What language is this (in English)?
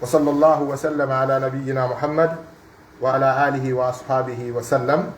Pular